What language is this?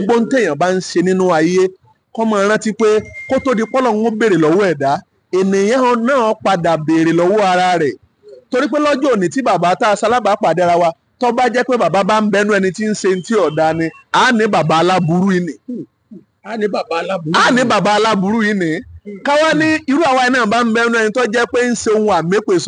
Yoruba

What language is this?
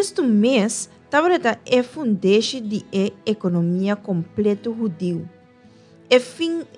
Papiamento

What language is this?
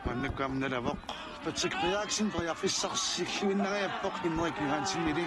Kalaallisut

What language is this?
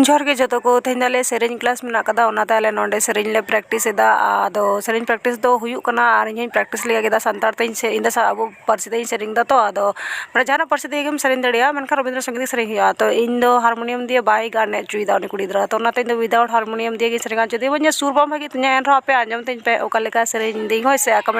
Santali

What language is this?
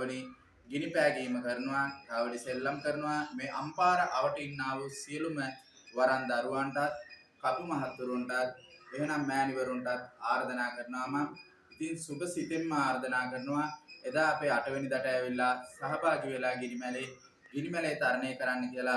Sinhala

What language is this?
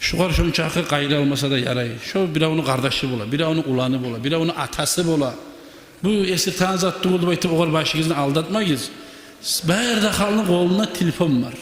Kumyk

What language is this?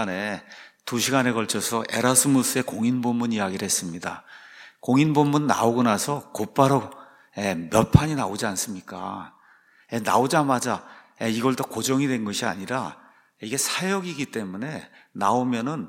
Korean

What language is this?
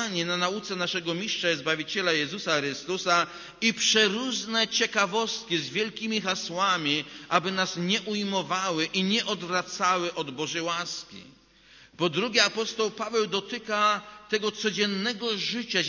Polish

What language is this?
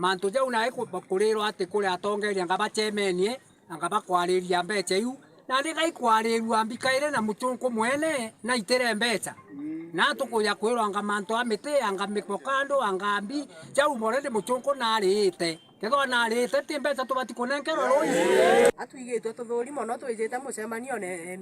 Meru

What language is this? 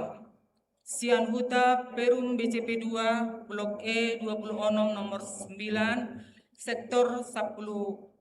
Batak Toba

